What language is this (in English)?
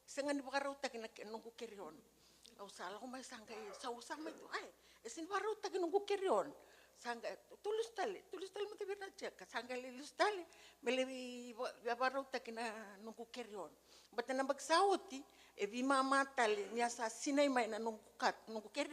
Fijian